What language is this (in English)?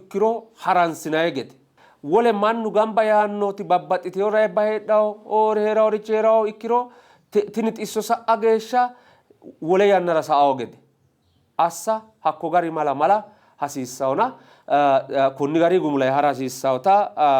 Sidamo